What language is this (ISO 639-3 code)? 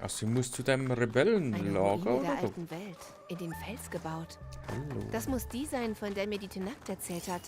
bar